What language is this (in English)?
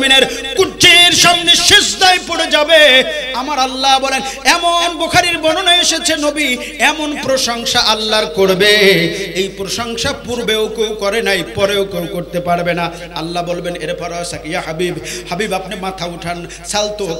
Bangla